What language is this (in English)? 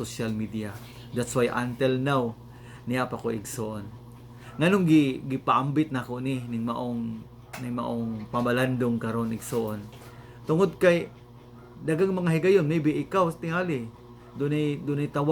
Cebuano